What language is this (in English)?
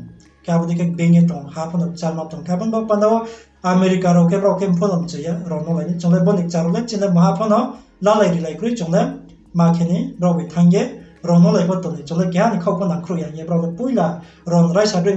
Riang (India)